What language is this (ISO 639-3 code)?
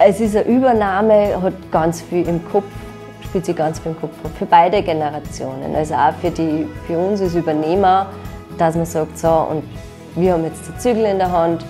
bar